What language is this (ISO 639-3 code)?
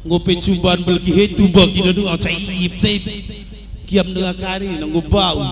btx